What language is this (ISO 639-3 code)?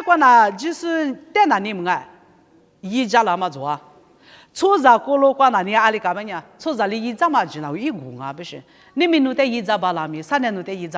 lis